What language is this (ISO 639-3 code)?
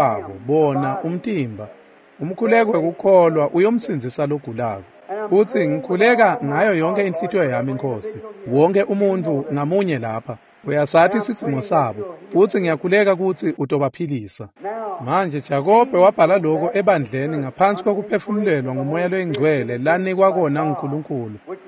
ssw